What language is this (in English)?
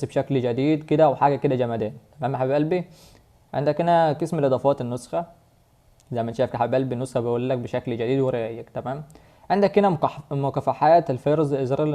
Egyptian Arabic